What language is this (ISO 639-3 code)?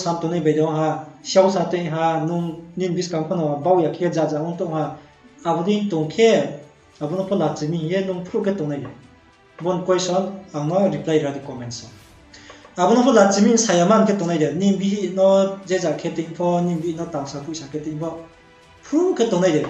ria